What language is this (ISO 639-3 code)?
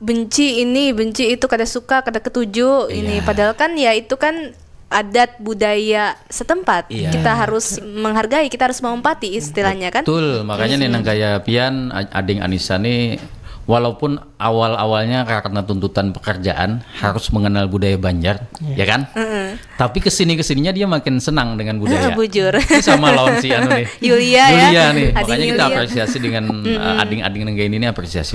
bjn